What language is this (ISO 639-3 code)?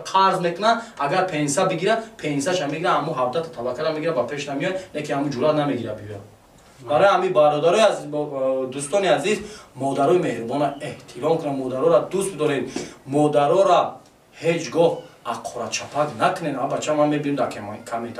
tgk